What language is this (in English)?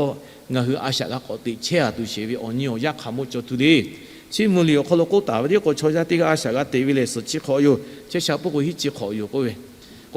Lahu